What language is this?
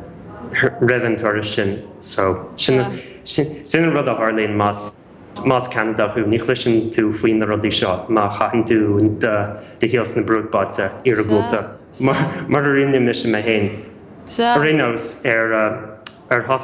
Irish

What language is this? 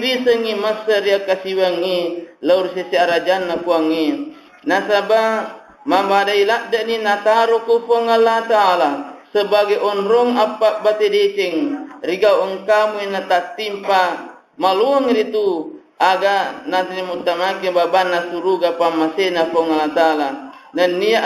Buginese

